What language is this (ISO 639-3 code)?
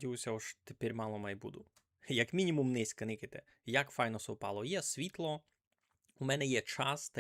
rue